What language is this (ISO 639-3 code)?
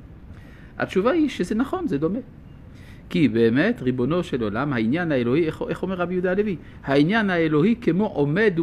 heb